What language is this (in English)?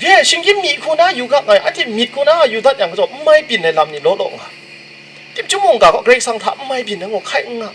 Kachin